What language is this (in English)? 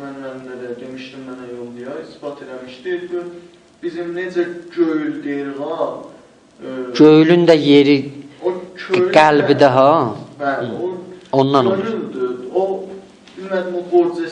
South Azerbaijani